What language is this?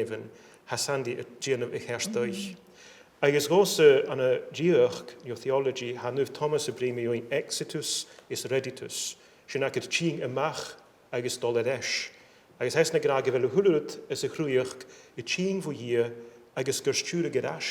Scottish Gaelic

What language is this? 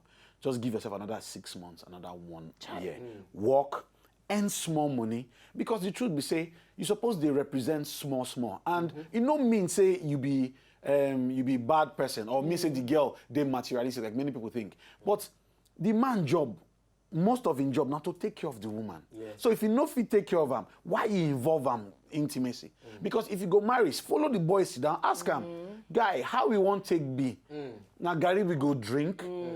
Nigerian Pidgin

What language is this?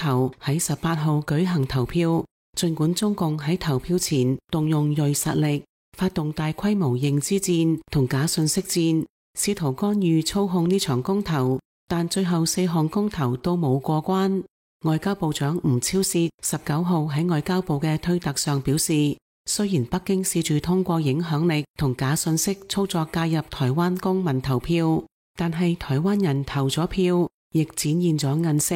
Cantonese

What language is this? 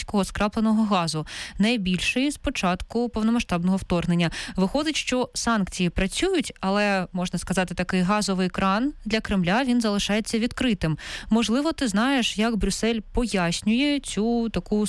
Ukrainian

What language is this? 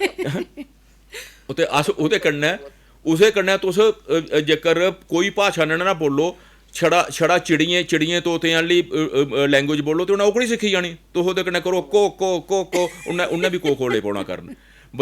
Dogri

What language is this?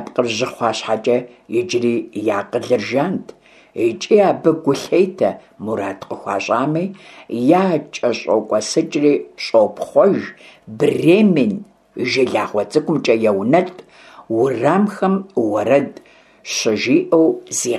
Kabardian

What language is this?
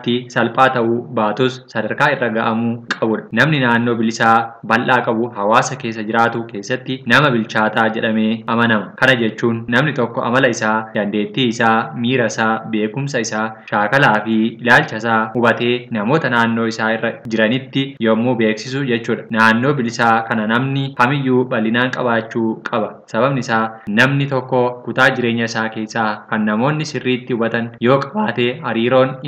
Oromo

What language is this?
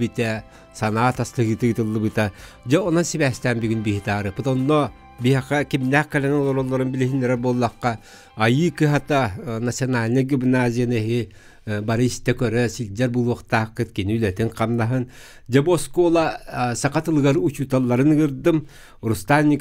Yakut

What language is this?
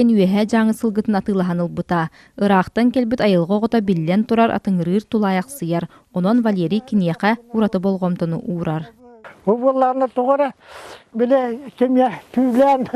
Yakut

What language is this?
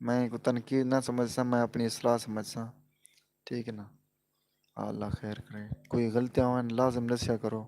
Saraiki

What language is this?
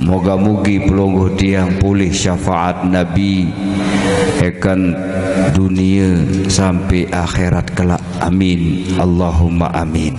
Sasak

